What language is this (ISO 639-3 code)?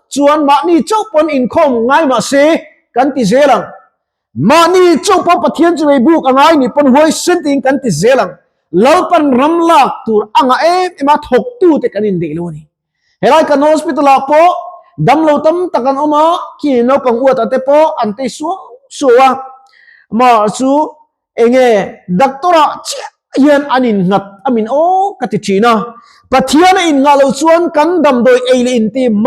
lus